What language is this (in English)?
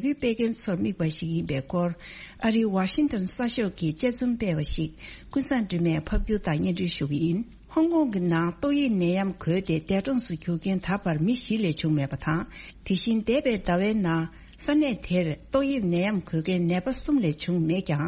Tibetan